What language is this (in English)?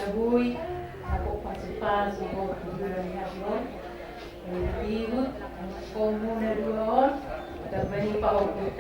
Batak Toba